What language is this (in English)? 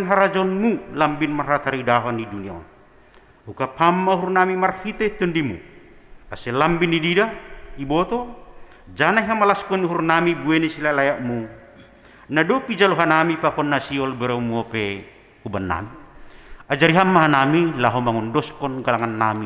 Batak Simalungun